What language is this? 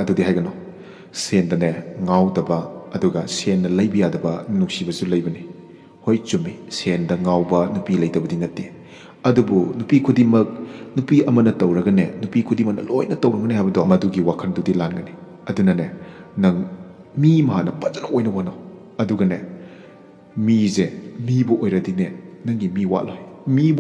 Manipuri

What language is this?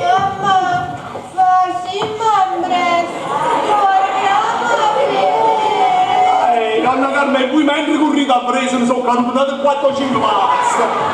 Neapolitan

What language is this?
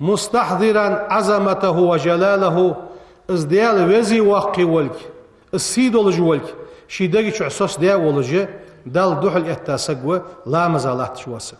Ingush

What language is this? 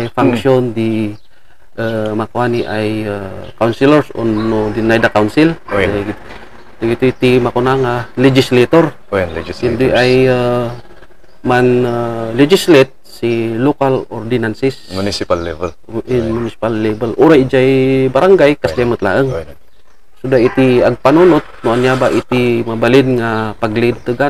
Iloko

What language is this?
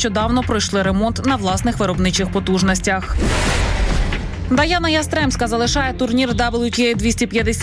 Ukrainian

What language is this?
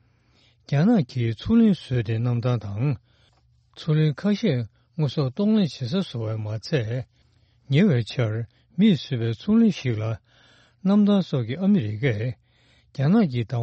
Tibetan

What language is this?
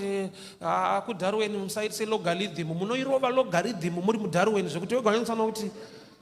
Shona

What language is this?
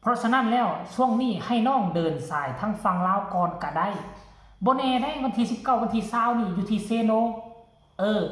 Northeastern Thai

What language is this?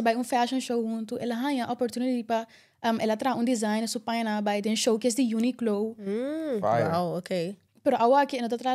Papiamento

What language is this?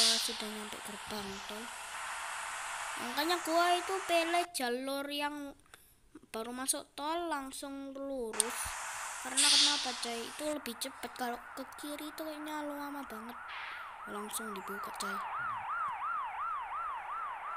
Indonesian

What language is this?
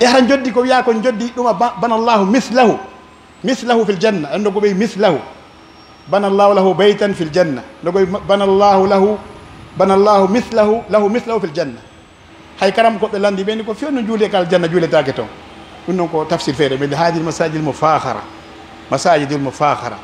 Pular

